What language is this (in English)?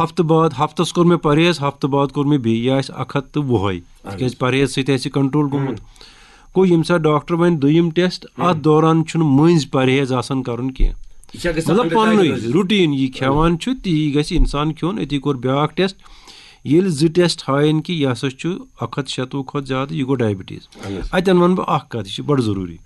Kashmiri